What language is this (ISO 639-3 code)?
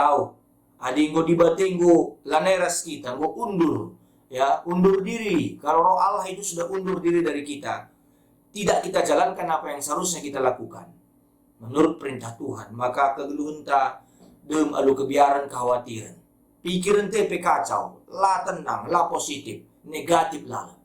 btx